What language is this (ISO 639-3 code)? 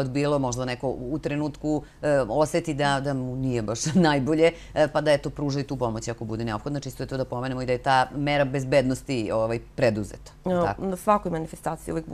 srp